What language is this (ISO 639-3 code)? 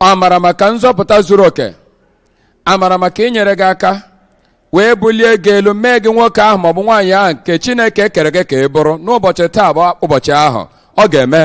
ibo